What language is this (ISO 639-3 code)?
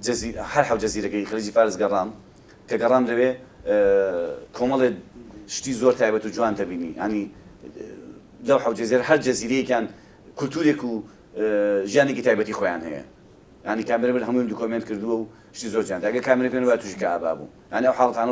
ckb